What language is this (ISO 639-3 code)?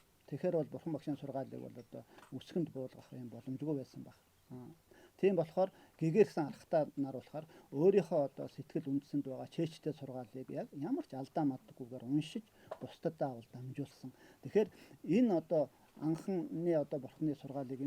mon